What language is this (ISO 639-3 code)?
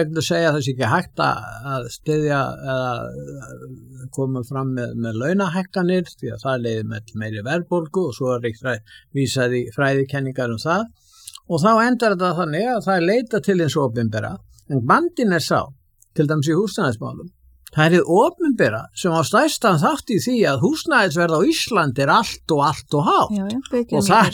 isl